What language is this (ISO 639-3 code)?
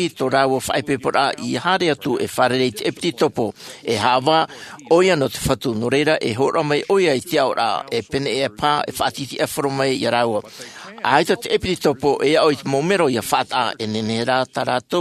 tah